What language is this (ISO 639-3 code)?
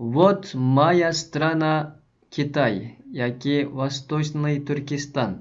uig